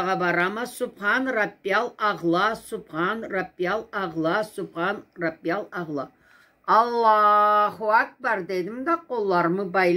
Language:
Karachay-Balkar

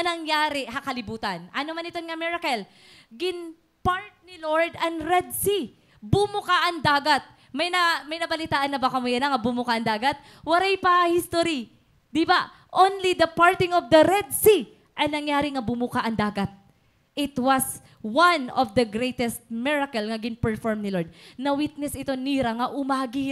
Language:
Waray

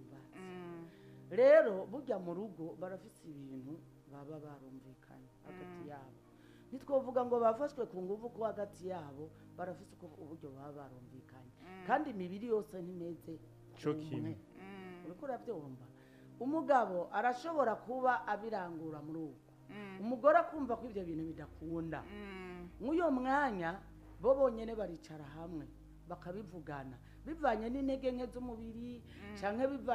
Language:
Rundi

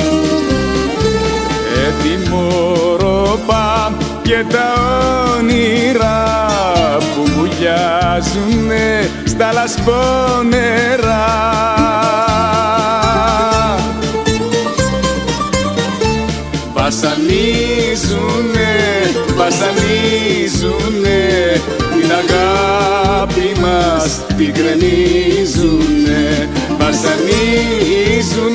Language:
Greek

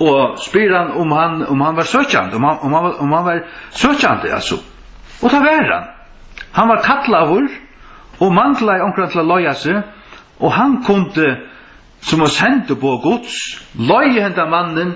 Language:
Faroese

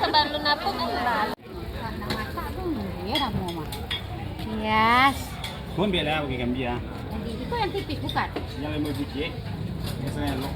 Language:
Minangkabau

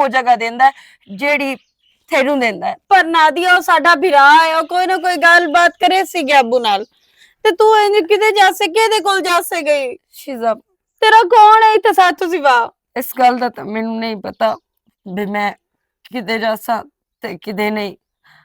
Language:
Western Panjabi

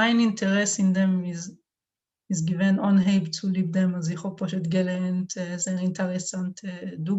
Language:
Yiddish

